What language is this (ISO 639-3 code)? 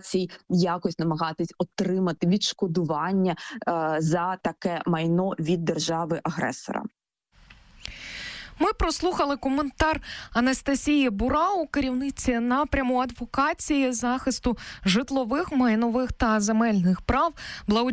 ukr